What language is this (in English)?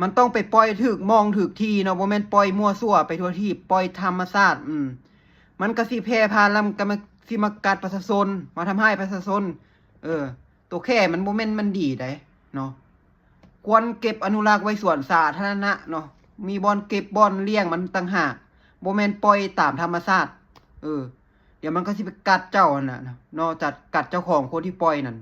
Lao